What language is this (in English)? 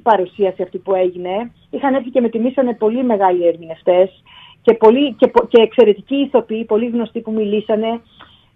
Greek